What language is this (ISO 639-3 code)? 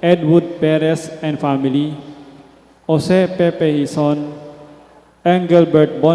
pam